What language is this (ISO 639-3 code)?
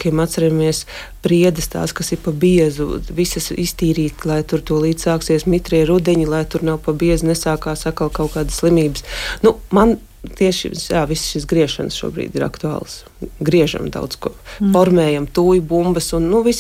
lav